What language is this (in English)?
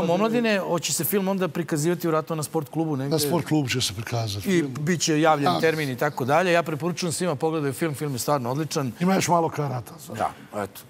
Serbian